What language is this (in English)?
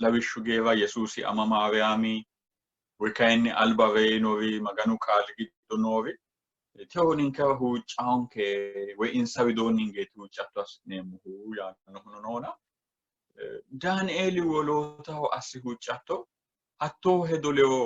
Sidamo